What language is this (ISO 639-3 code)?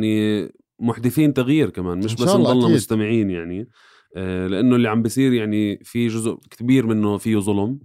apc